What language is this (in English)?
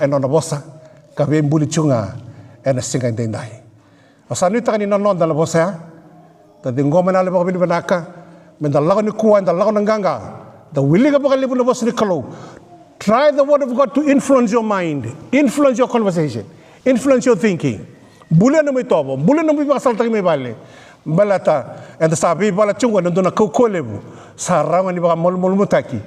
Fijian